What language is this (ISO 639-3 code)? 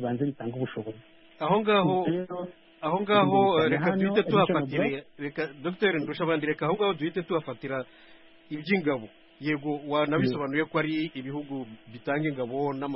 kin